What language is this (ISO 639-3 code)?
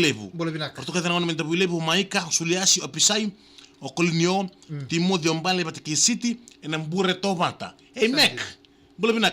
fij